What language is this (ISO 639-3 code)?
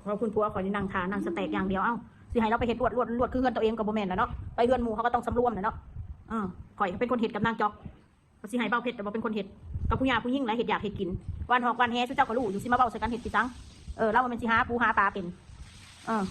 tts